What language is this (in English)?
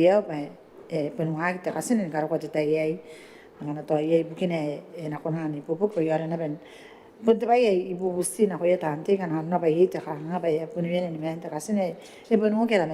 Gilbertese